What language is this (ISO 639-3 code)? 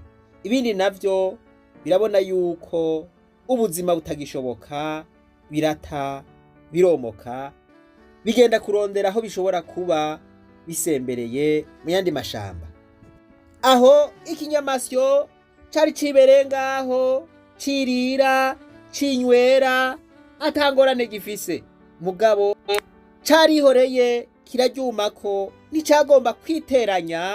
run